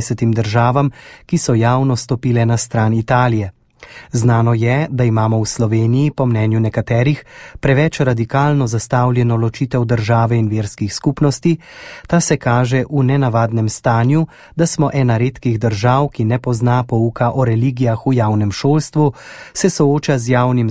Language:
Slovenian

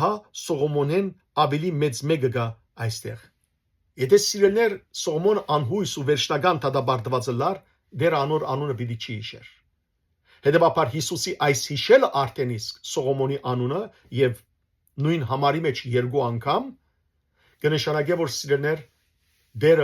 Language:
Western Armenian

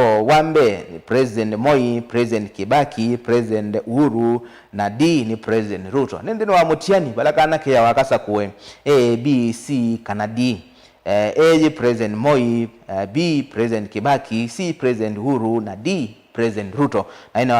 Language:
Kamba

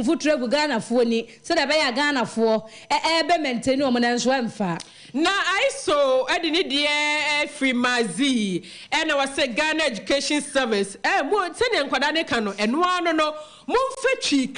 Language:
Akan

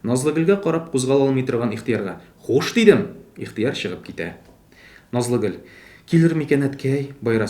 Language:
Tatar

